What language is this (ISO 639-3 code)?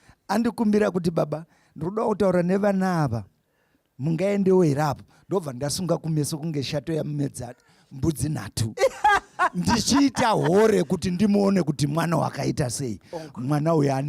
sna